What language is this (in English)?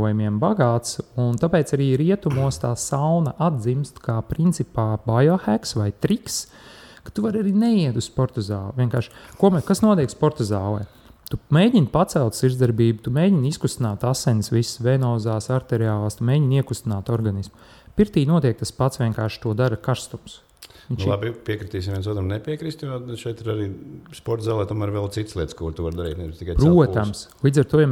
Latvian